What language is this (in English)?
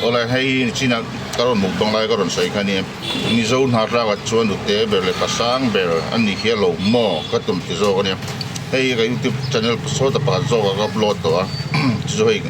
Hmar